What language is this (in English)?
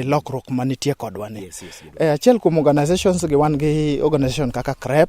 Luo (Kenya and Tanzania)